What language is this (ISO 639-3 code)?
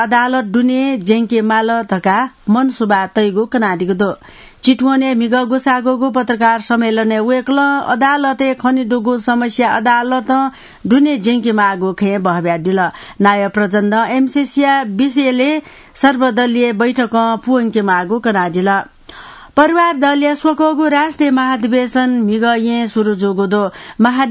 new